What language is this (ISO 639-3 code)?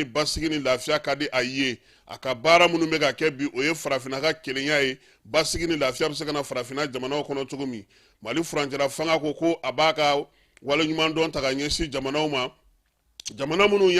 bam